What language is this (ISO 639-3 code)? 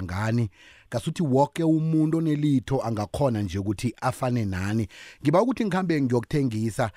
nbl